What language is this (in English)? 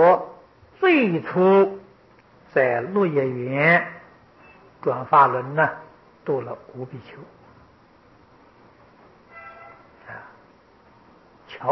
Chinese